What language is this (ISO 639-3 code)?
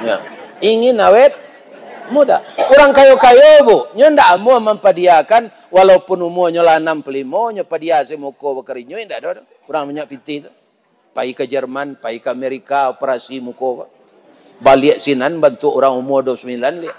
min